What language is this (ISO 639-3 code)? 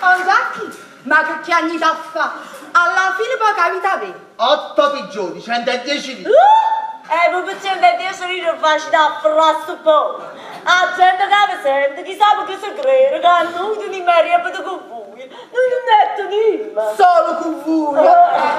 nap